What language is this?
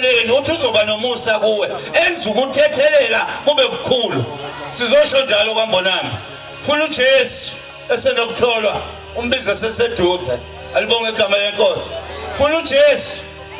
Zulu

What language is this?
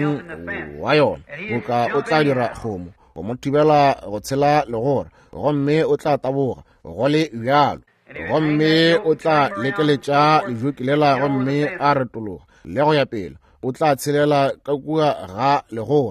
Northern Sotho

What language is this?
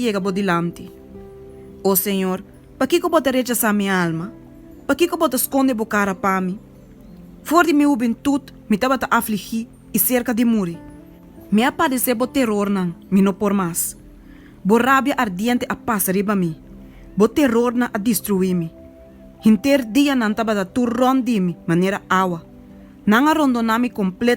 Papiamento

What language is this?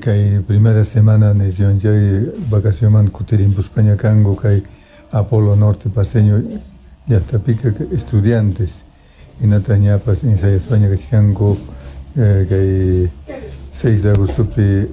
Quechua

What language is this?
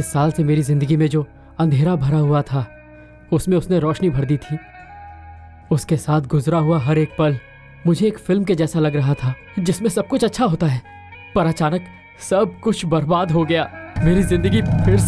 Hindi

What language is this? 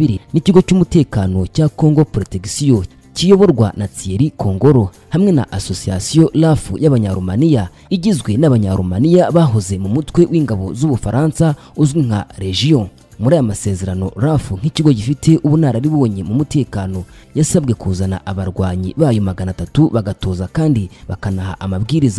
Kinyarwanda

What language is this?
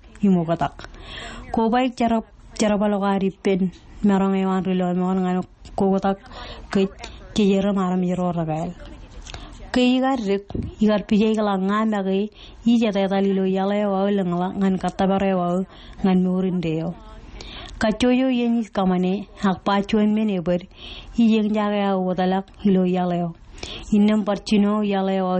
Marshallese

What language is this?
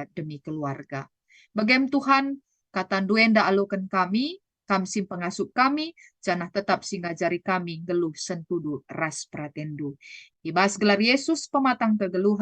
Batak Karo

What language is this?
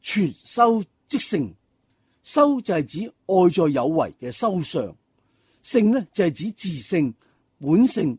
Cantonese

